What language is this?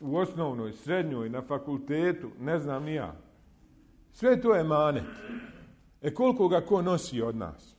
Bosnian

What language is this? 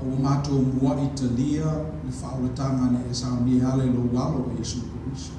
Samoan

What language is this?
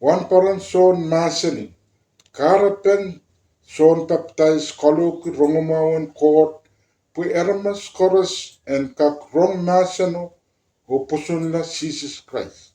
Pohnpeian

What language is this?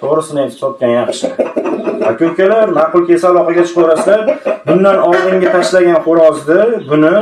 Uzbek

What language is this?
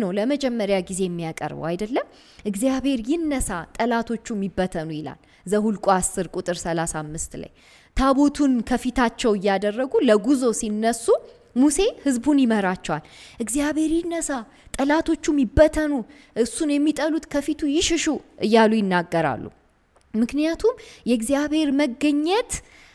Amharic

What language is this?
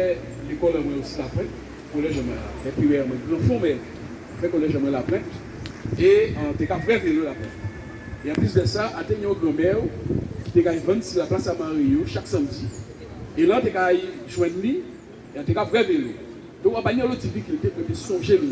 Guadeloupean Creole French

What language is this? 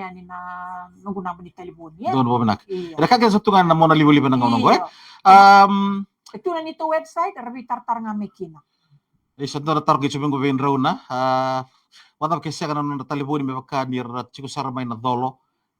Fijian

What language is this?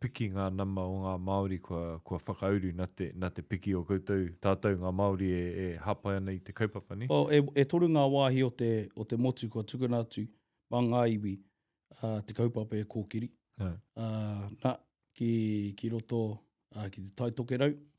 Māori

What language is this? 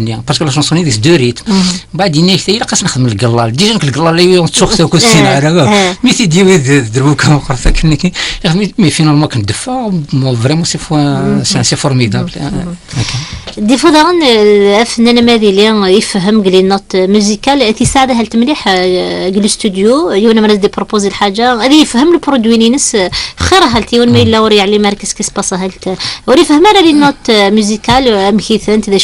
Kabyle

